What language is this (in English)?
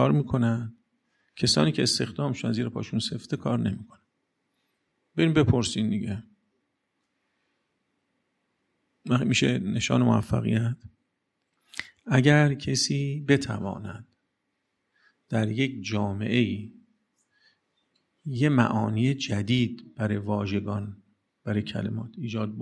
Persian